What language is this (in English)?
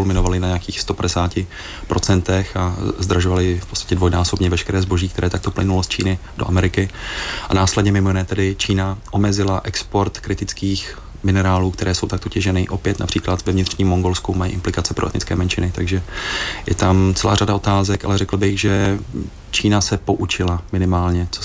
Czech